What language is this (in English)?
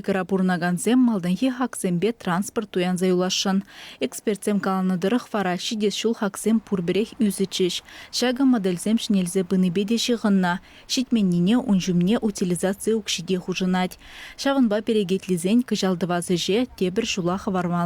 Chuvash